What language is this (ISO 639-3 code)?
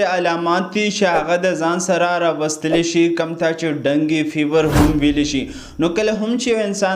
pus